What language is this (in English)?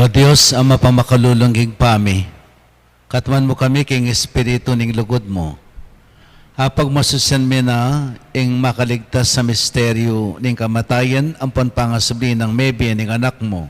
Pampanga